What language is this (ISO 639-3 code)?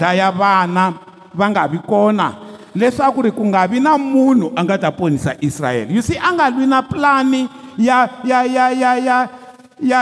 tso